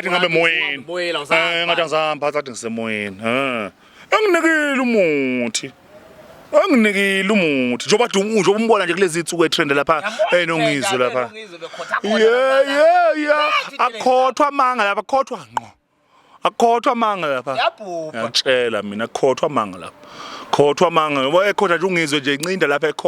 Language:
Zulu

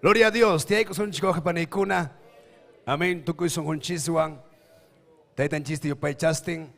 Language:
Ayacucho Quechua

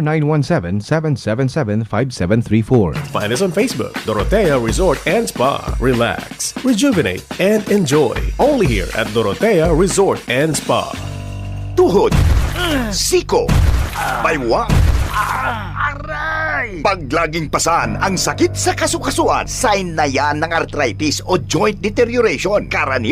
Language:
Bikol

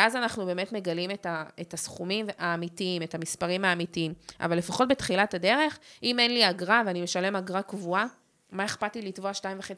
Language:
Hebrew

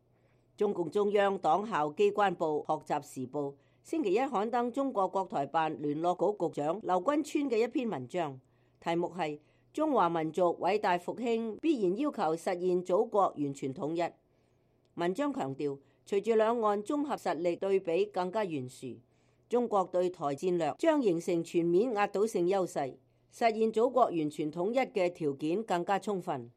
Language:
Cantonese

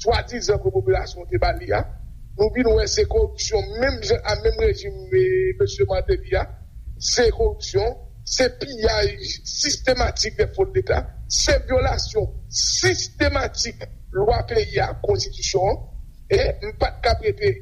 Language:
Haitian Creole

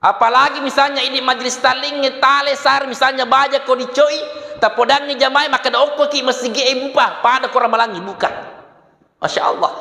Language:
Buginese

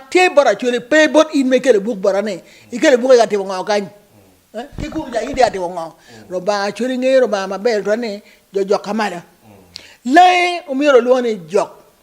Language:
Acoli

